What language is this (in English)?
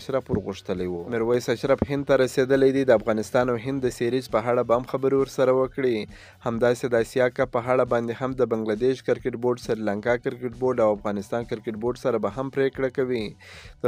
Pashto